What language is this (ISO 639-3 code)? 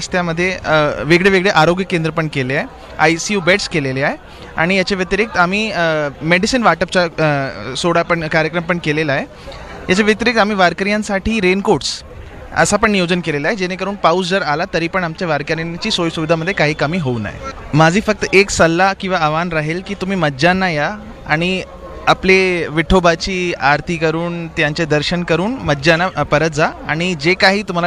mar